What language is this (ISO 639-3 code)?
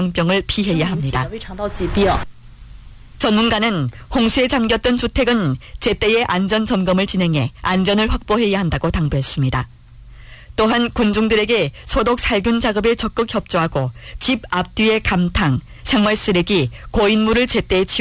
kor